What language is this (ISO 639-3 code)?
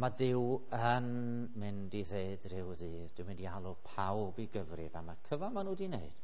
cym